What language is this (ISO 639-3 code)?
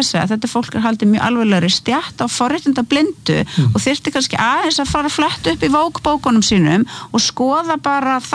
isl